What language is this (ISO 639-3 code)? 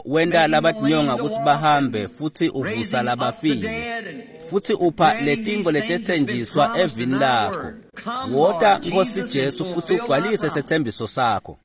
ssw